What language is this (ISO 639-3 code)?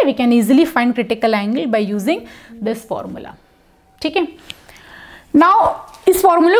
hin